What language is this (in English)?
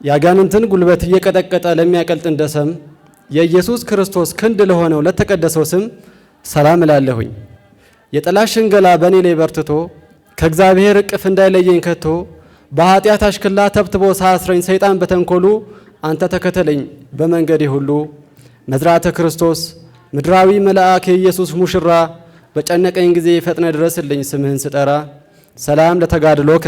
Amharic